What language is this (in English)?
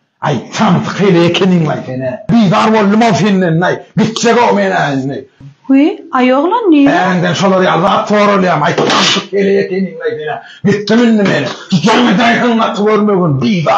Turkmen